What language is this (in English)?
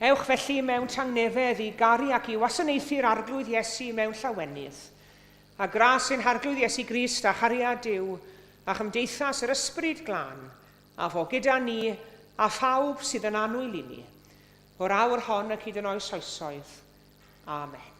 Welsh